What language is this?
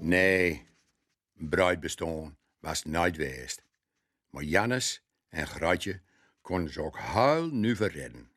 Gronings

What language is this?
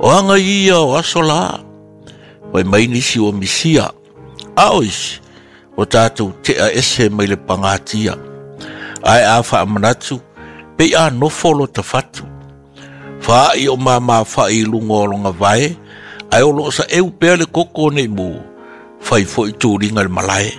Samoan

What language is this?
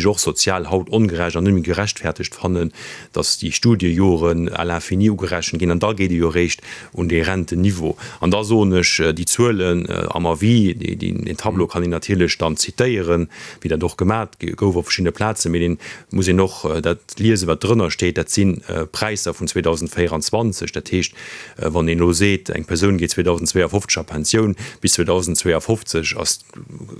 Luxembourgish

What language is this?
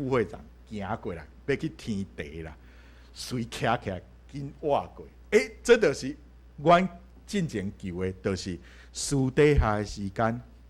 Min Nan Chinese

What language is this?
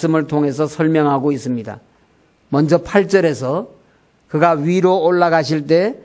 Korean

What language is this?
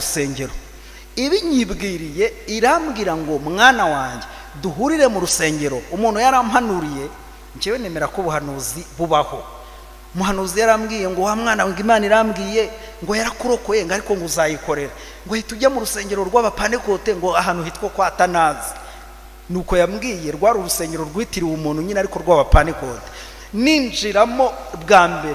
Kinyarwanda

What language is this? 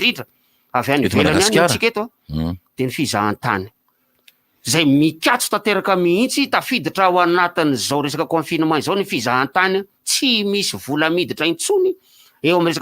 Malagasy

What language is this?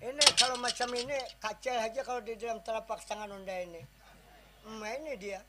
Banjar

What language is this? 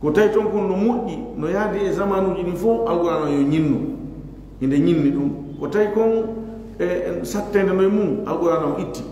Fula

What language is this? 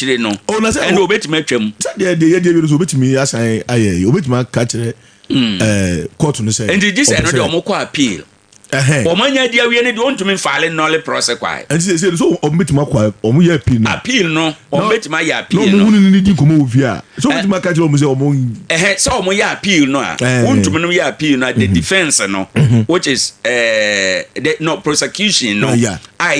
Akan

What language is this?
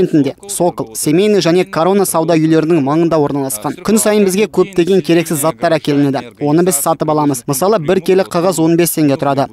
Kazakh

